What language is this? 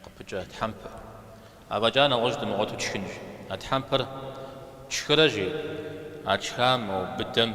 Kabardian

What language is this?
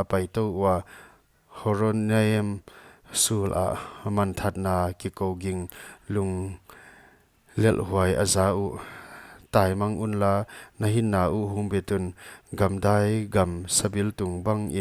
Paite Chin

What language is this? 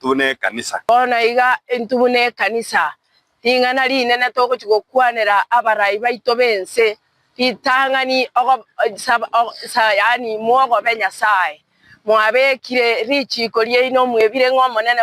Gusii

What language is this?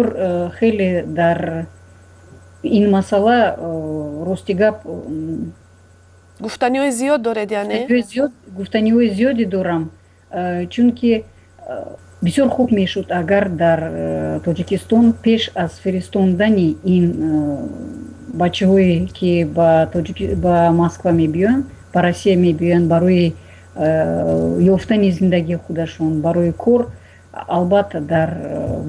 Tajik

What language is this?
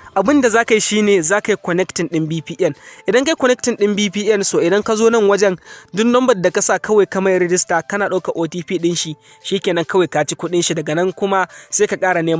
Hausa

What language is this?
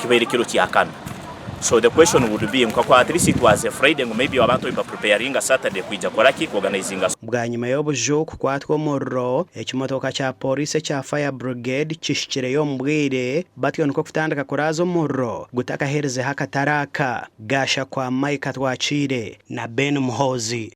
Nyankole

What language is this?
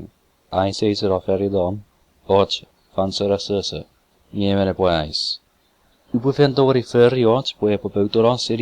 Chuukese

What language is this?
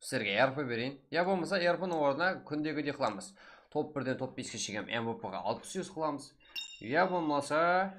Kara-Kalpak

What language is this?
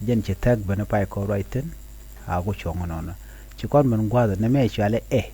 Nuer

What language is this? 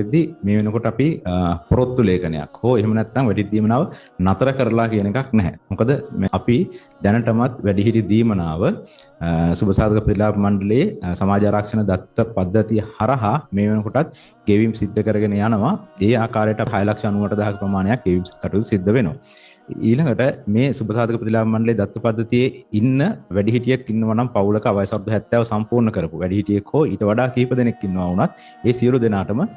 Sinhala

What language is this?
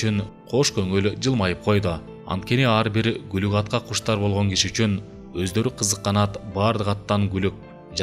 Kyrgyz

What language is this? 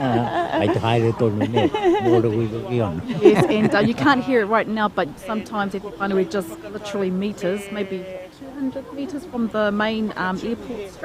Māori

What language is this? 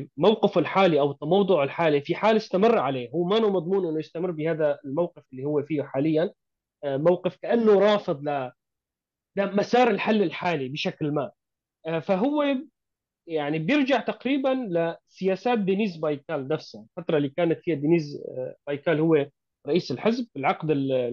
North Levantine Arabic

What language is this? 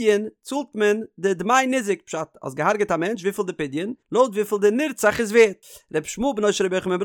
Yiddish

